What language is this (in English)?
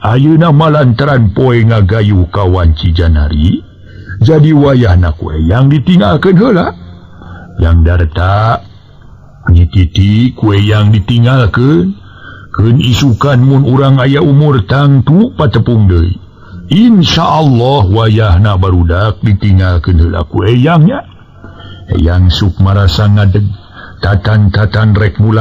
Sundanese